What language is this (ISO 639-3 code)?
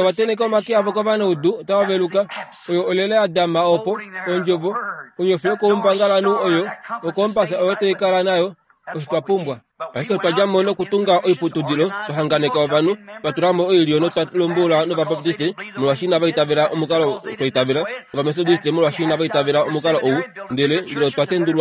kua